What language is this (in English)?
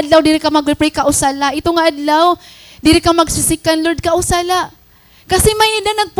Waray